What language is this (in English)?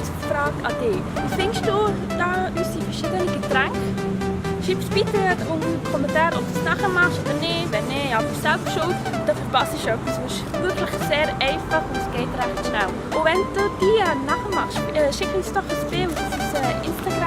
Swiss German